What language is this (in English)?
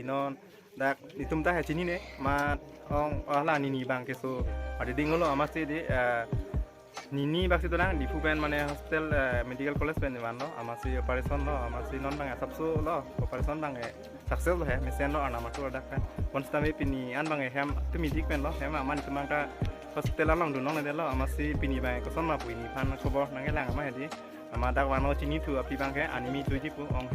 Karbi